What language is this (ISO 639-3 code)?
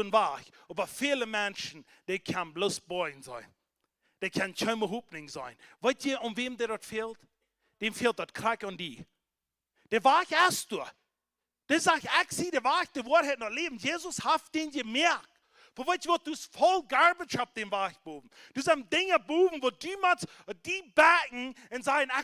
pdt